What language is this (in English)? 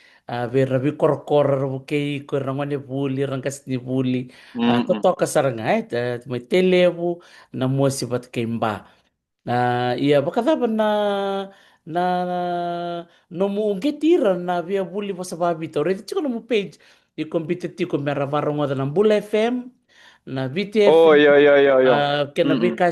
Fijian